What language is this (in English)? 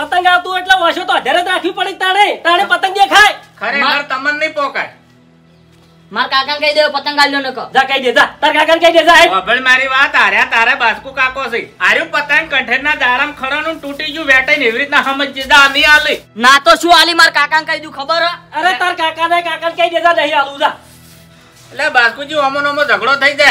Gujarati